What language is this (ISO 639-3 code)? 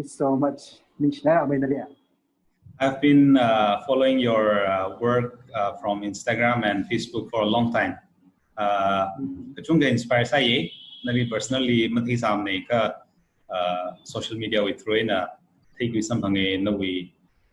nmf